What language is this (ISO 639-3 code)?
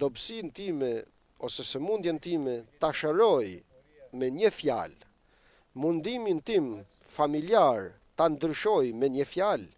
sqi